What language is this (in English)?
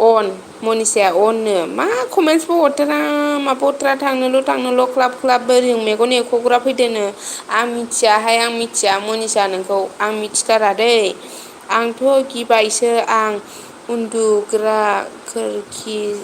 Bodo